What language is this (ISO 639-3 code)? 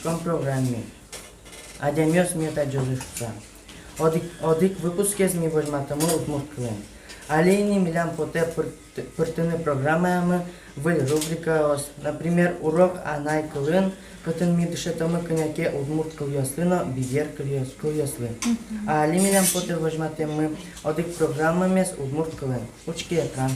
udm